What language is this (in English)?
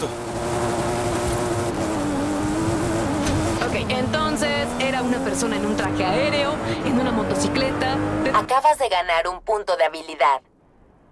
Spanish